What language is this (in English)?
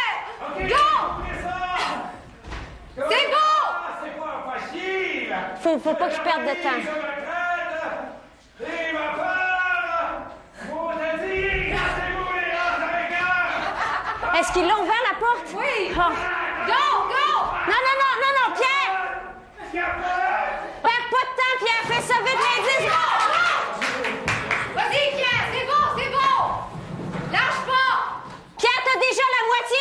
French